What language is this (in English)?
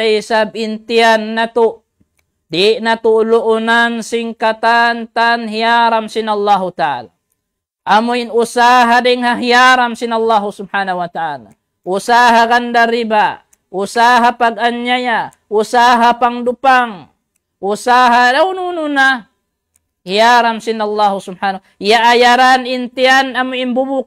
Tausug